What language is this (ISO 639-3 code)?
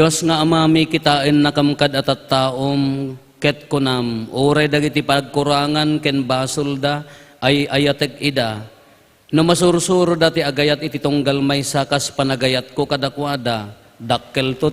ilo